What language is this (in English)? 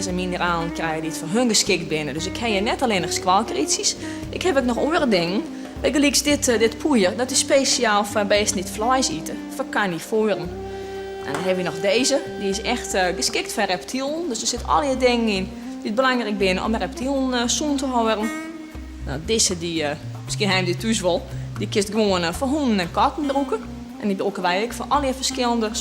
Western Frisian